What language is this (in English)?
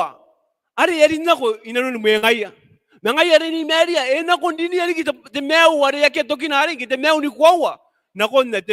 Gilbertese